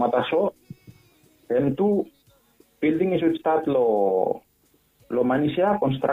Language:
Bislama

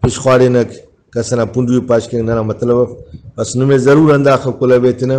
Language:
Brahui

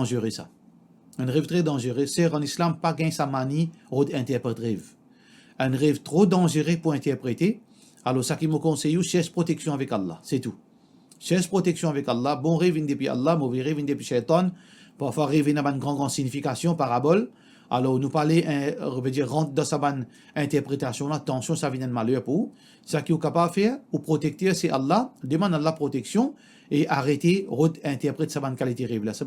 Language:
Morisyen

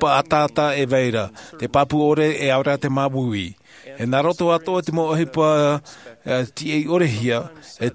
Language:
Tahitian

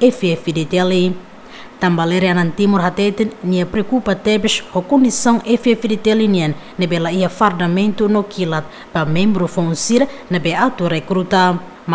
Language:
Tetum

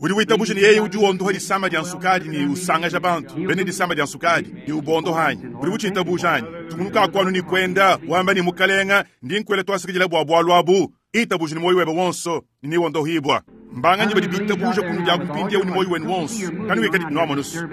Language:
Luba-Lulua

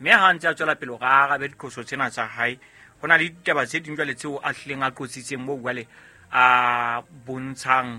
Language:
Southern Sotho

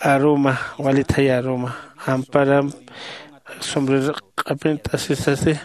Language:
Aymara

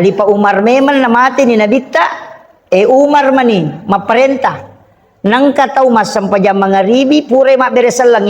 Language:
Buginese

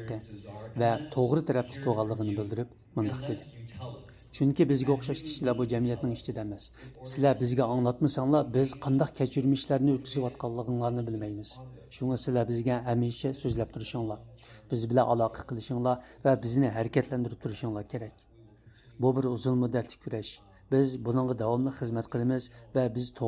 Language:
Uyghur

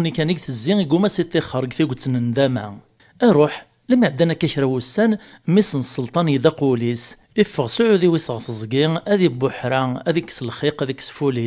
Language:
Kabyle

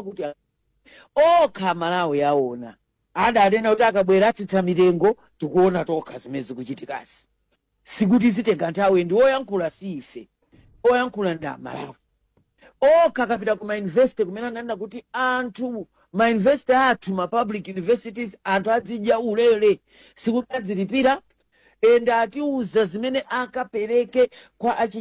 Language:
Nyanja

